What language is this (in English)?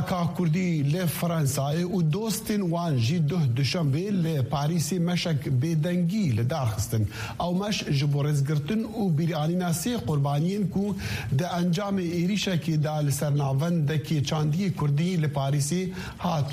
Kurdish